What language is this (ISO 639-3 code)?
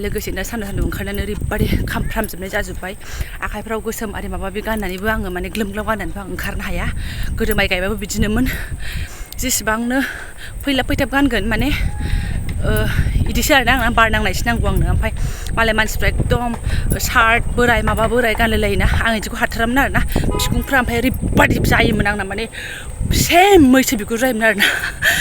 brx